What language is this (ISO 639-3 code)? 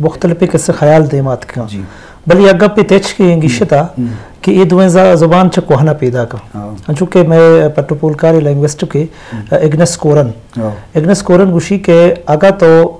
bgp